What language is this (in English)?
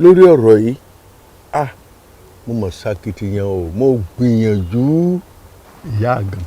Yoruba